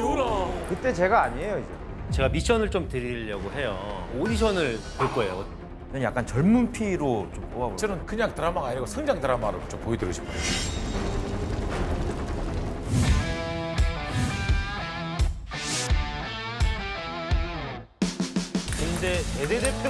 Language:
Korean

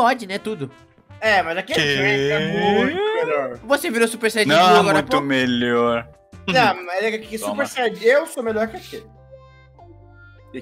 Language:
Portuguese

